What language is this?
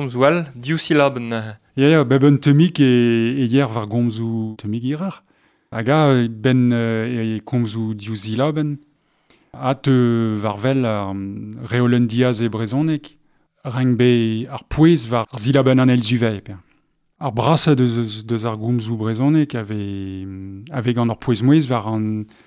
Breton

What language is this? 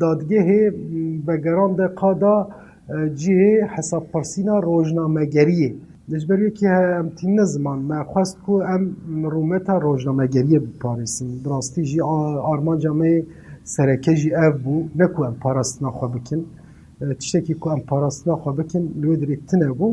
Kurdish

